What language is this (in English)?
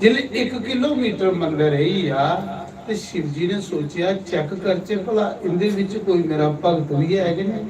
Dogri